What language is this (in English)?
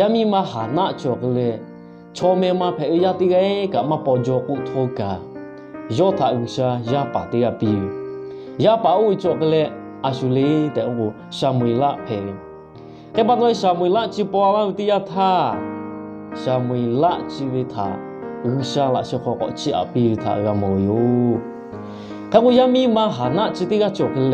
Lahu